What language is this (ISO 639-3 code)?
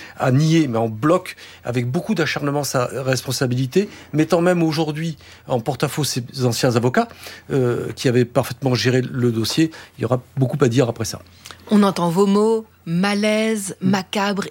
fra